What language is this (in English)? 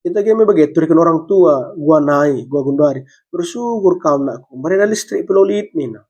Batak Karo